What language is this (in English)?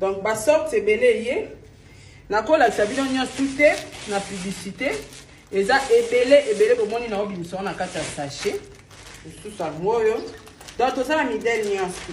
Lingala